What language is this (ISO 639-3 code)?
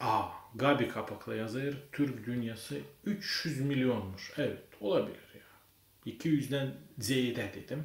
gag